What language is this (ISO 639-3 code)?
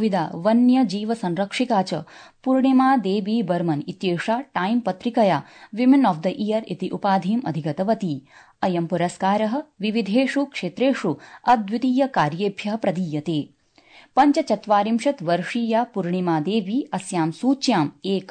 san